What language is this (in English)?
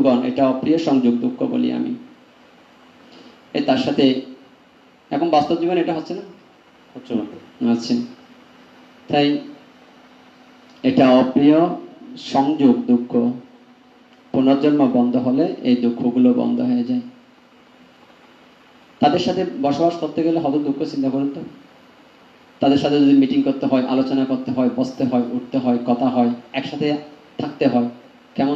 Bangla